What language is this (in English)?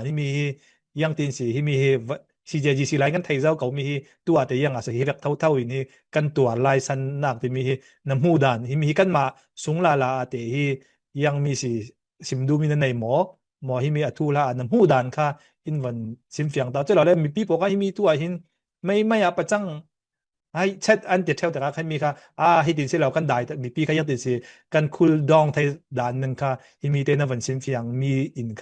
Falam Chin